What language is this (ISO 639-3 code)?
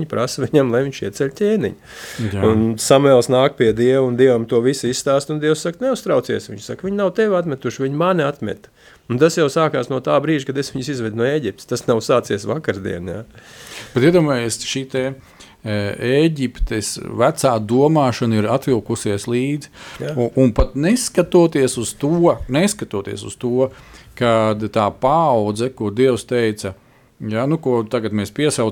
lav